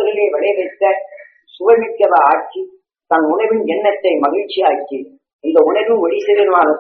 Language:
Tamil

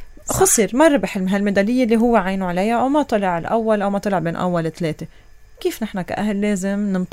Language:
North Levantine Arabic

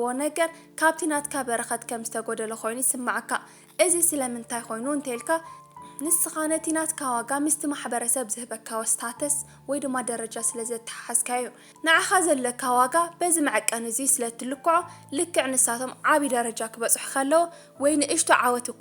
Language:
Tigrinya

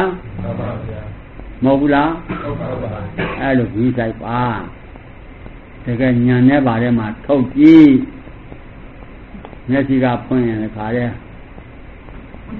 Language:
Burmese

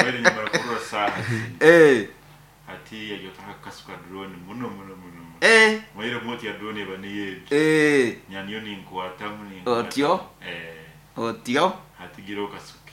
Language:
Nyoro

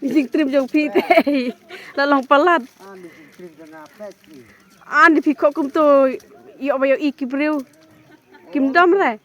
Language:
Khasi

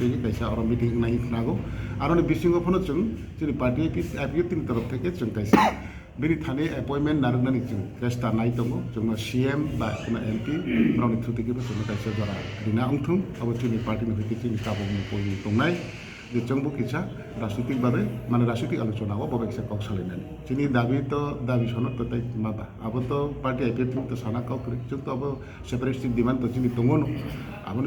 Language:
Kok Borok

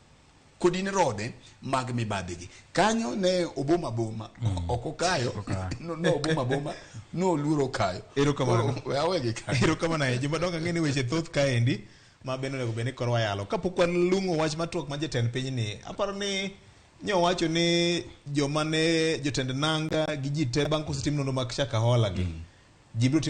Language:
Luo (Kenya and Tanzania)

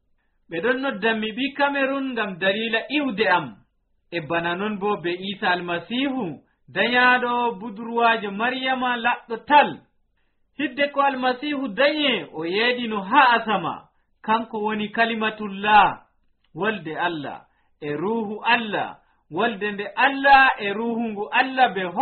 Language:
Nigerian Fulfulde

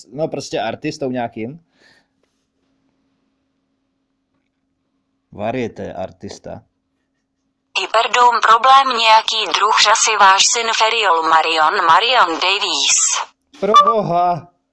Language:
Czech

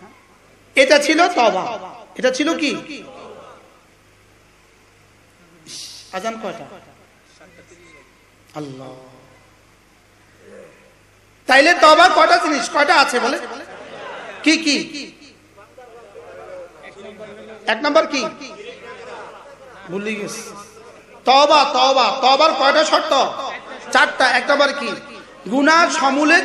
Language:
Bangla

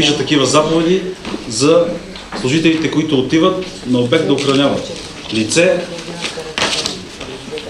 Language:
Bulgarian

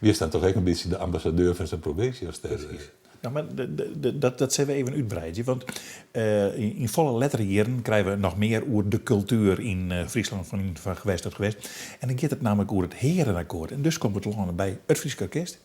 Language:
Western Frisian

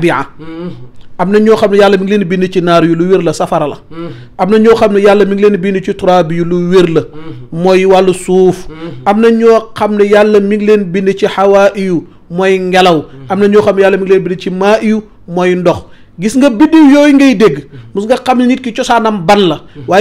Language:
Wolof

